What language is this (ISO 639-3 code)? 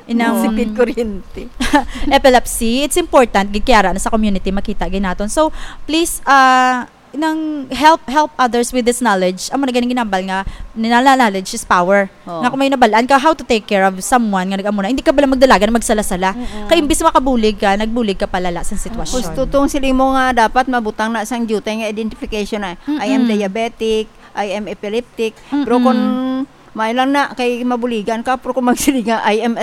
hil